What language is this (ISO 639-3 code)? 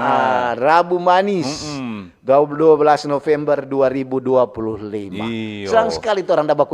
xmm